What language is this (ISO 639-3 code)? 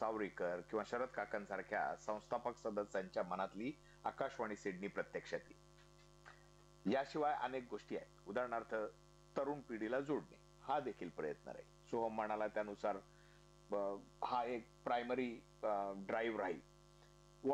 mar